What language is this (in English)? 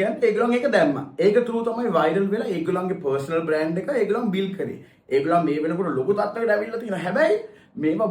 Sinhala